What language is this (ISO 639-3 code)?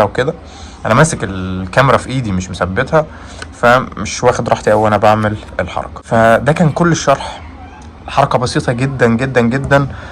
arz